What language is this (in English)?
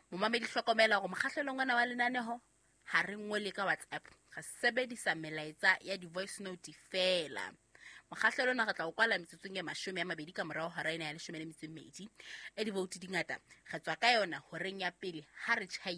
Southern Sotho